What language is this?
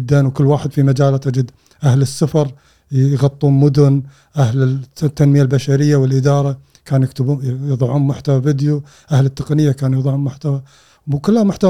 Gulf Arabic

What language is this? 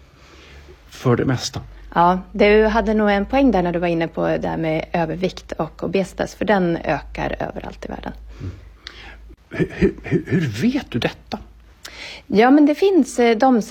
Swedish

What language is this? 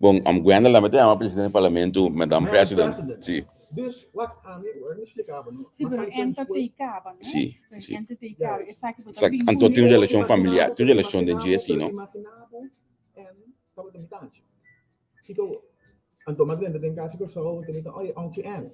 Papiamento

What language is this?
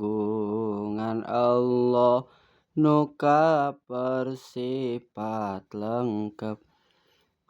Sundanese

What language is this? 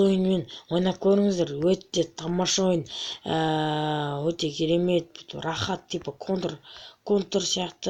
Kazakh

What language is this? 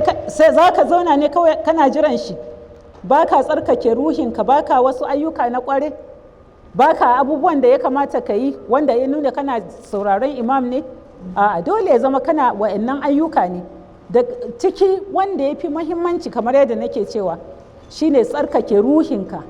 Hausa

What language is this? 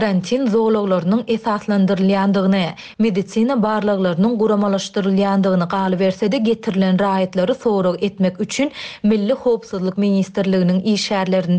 Turkmen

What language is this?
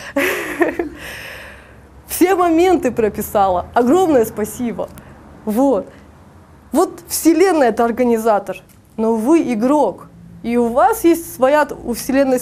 Russian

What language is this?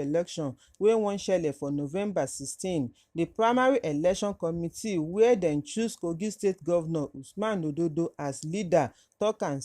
Nigerian Pidgin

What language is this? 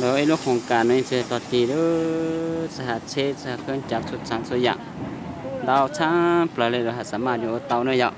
Hmong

